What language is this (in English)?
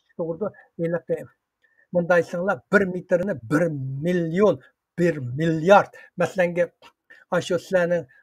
Uyghur